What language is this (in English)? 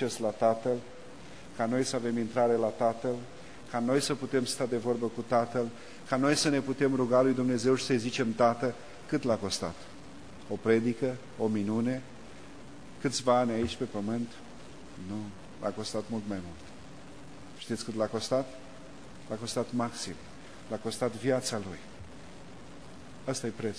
Romanian